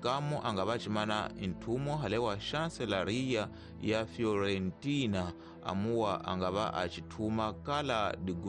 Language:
Tsonga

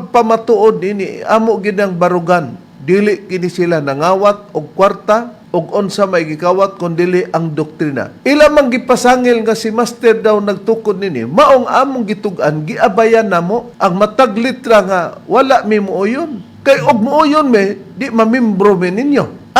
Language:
Cebuano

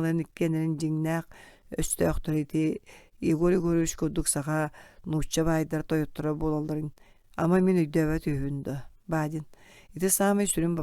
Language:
Yakut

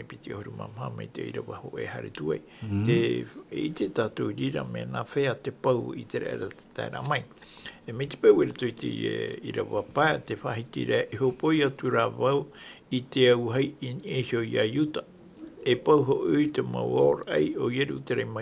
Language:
Tahitian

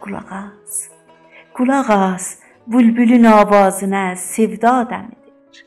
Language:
South Azerbaijani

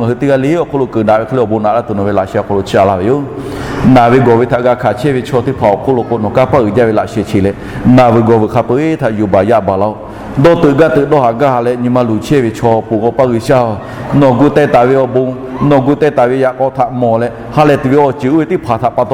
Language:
Lahu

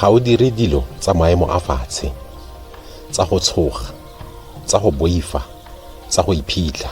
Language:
Tswana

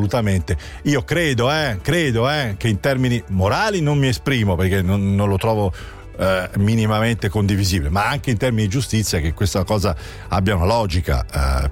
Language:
Italian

